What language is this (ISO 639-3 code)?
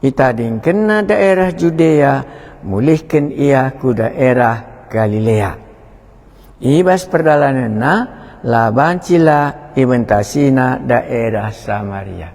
btx